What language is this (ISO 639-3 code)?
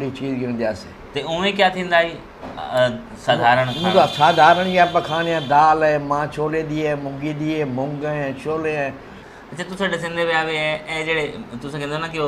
skr